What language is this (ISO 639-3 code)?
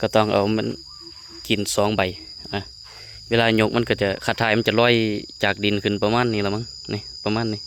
lao